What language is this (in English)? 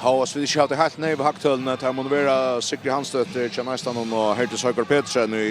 Faroese